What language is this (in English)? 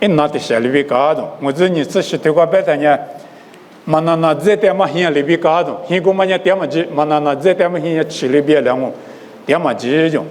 Lisu